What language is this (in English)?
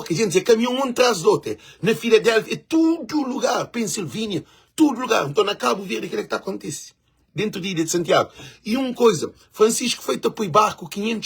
Kabuverdianu